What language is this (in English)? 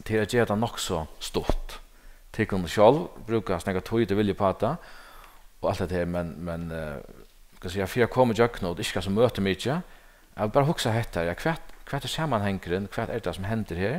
Faroese